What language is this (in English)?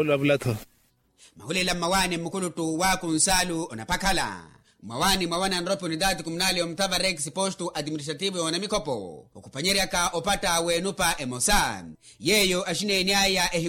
Makhuwa